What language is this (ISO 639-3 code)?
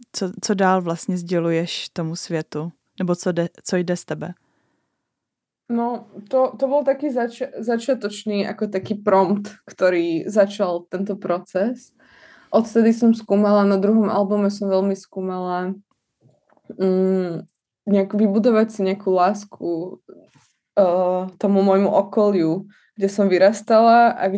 slk